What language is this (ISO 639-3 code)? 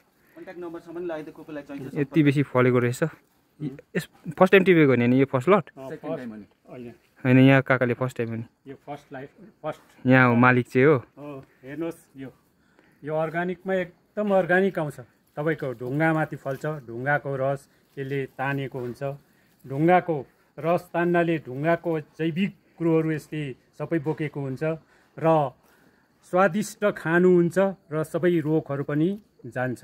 nep